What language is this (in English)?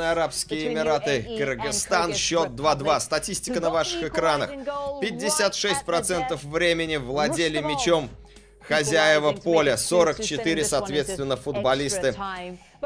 Russian